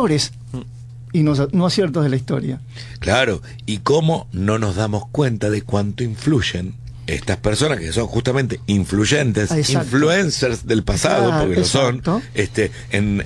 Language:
Spanish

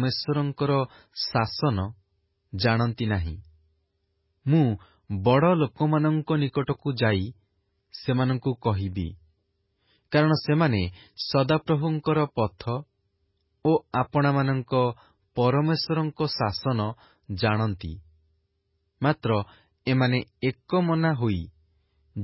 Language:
Odia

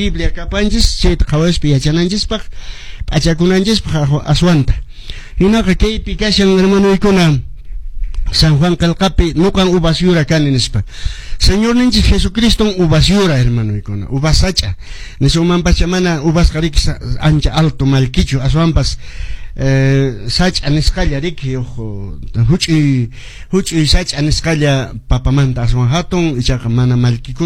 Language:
Quechua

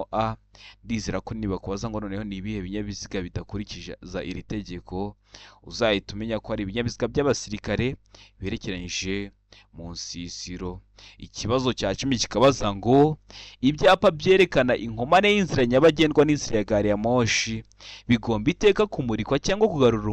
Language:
Kinyarwanda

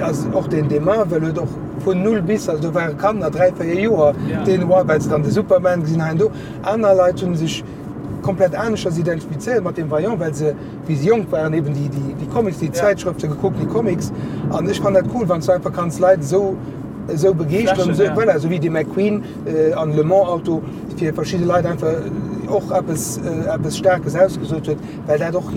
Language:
Luxembourgish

